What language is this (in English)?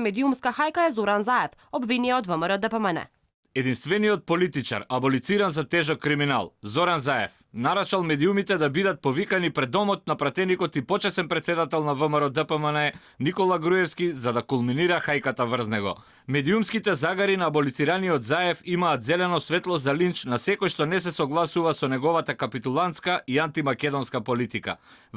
Macedonian